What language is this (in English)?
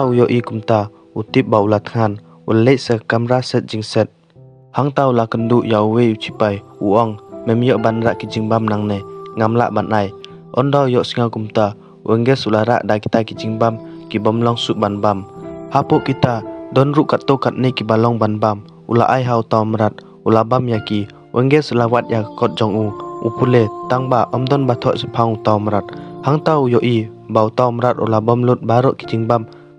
Khasi